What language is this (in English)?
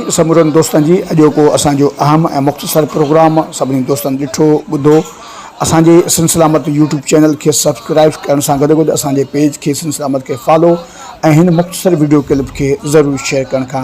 Sindhi